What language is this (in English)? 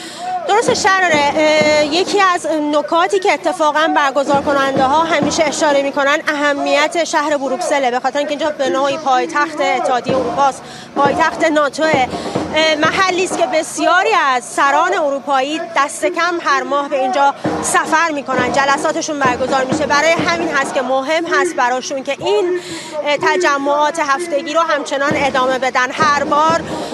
Persian